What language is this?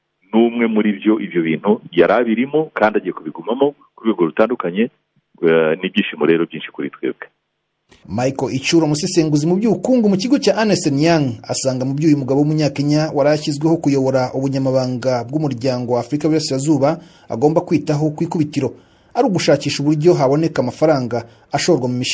Kinyarwanda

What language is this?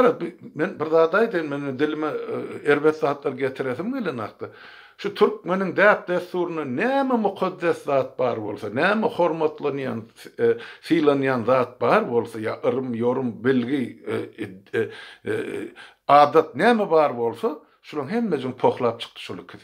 Turkmen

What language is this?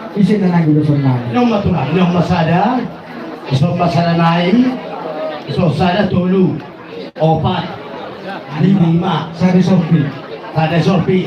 Batak Toba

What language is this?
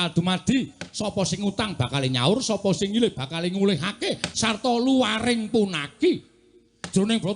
Javanese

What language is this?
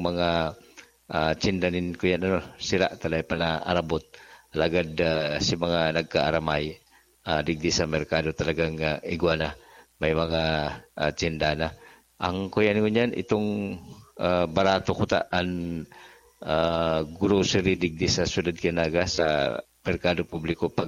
Bikol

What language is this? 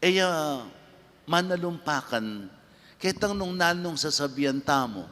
Pampanga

